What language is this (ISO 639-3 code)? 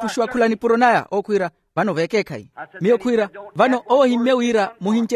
vmw